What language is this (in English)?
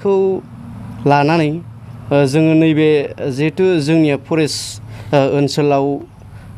Bodo